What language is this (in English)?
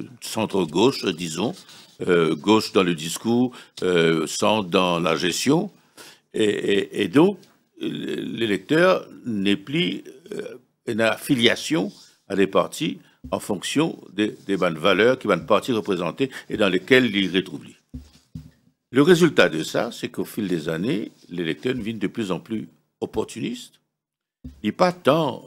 French